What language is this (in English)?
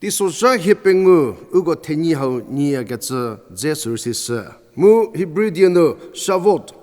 Angami Naga